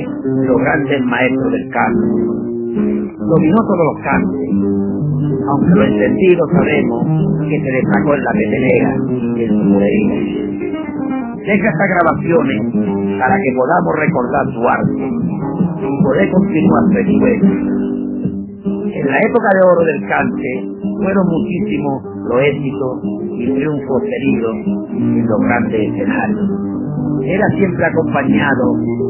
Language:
Spanish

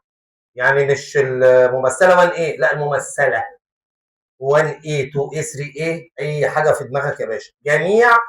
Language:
Egyptian Arabic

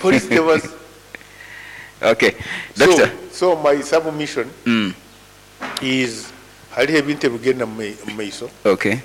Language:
Nyoro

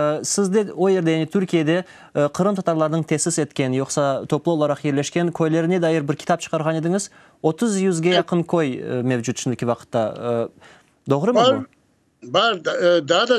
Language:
Crimean Tatar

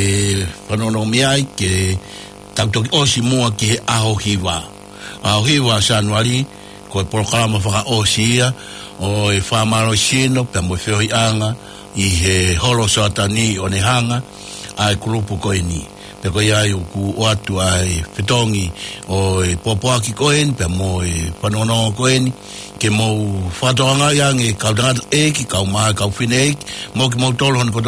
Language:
Tongan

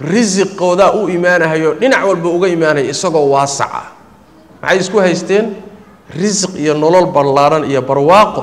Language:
Somali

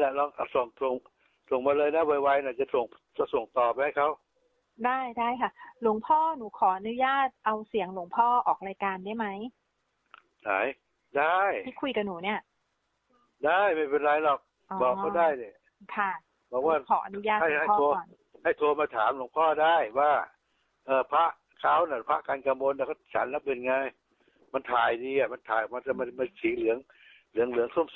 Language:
Thai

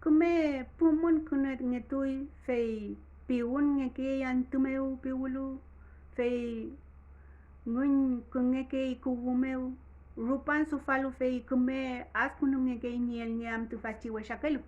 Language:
Mapuche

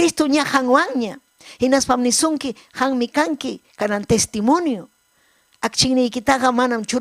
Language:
Ayacucho Quechua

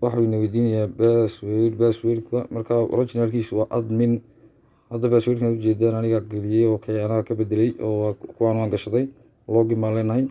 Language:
Somali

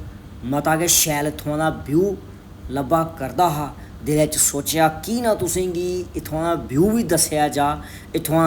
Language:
Dogri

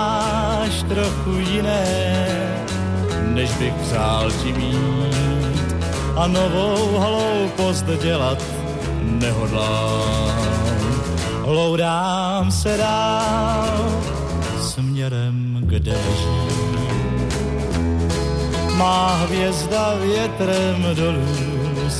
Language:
Czech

